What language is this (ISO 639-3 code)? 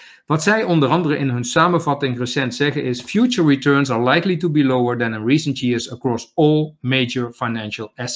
nld